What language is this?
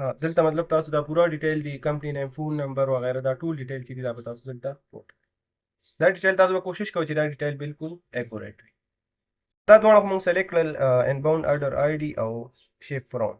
Pashto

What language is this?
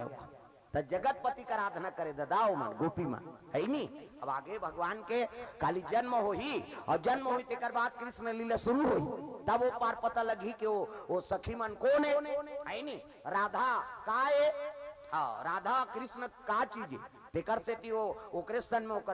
Chhattisgarhi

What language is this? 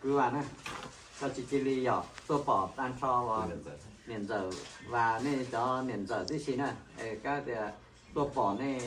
Hmong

